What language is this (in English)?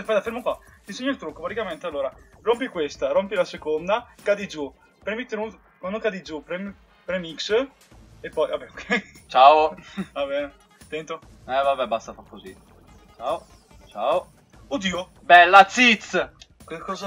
Italian